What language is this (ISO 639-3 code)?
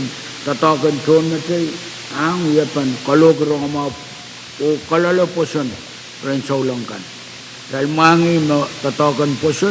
pon